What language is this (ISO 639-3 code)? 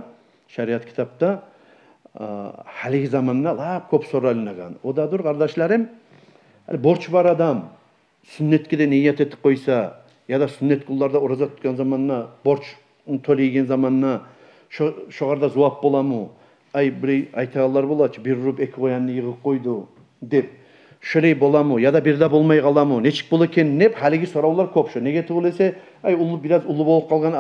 kum